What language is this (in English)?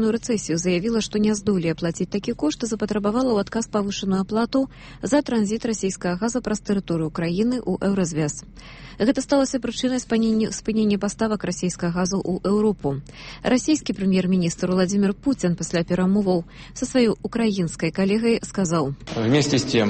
Belarusian